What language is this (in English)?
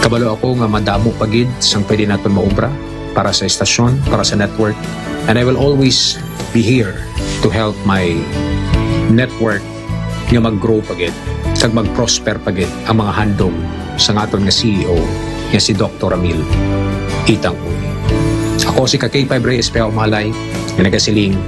Hiligaynon